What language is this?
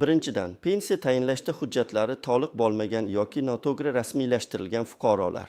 Uzbek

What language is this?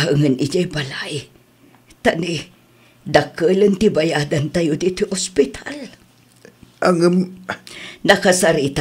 Iloko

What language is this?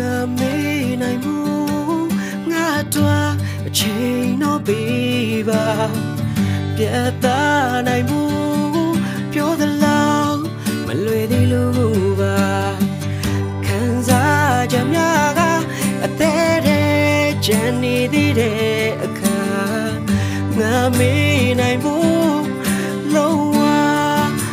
Burmese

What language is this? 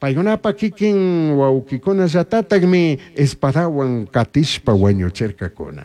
Chimborazo Highland Quichua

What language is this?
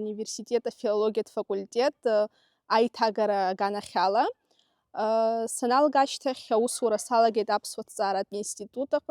Abkhazian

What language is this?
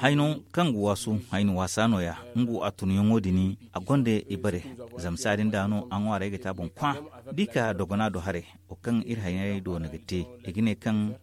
Zarma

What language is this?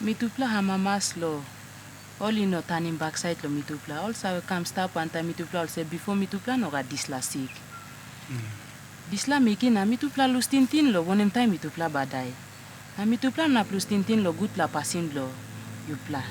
Tok Pisin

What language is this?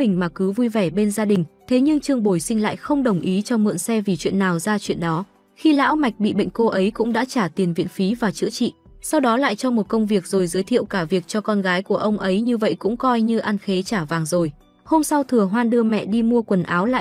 Vietnamese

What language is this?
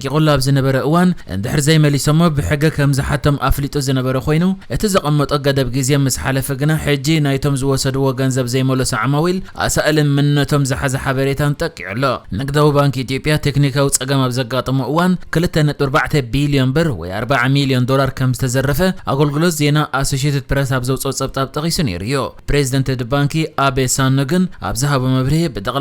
Tigrinya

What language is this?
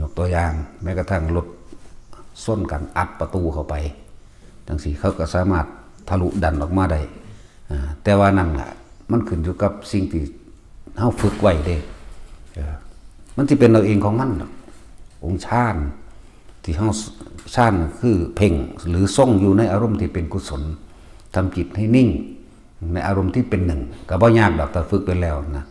Northeastern Thai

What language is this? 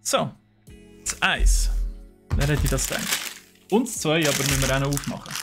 Swiss German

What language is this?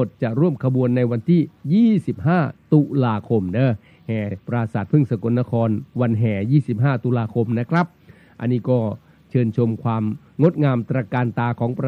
Thai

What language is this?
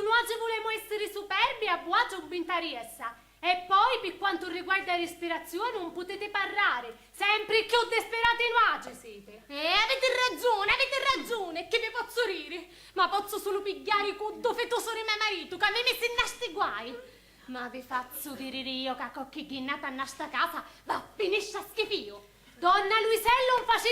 Sicilian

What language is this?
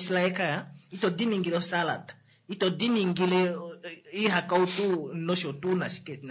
Kuanyama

